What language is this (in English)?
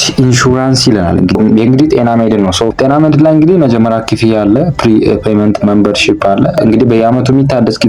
Amharic